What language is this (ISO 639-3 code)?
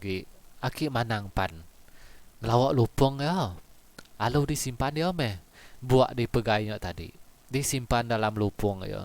iba